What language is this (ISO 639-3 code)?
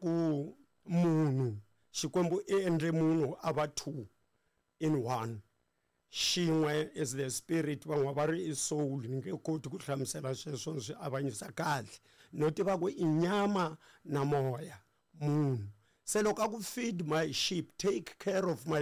tso